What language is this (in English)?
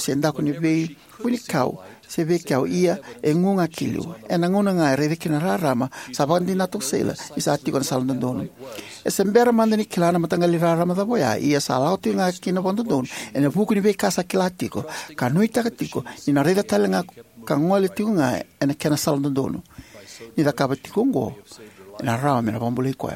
Fijian